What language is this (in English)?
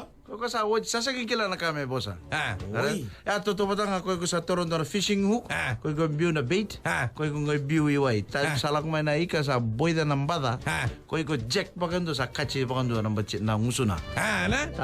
Fijian